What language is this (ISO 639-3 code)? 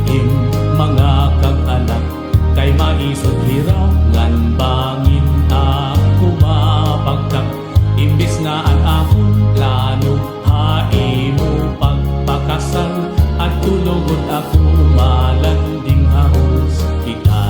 war